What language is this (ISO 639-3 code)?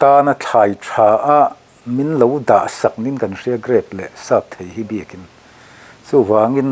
lus